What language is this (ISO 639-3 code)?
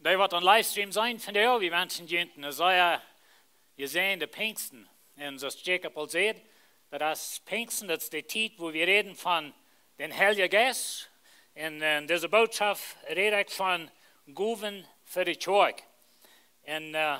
pdt